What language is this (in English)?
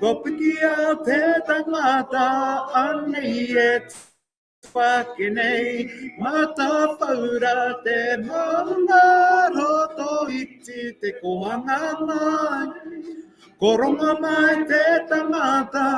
Māori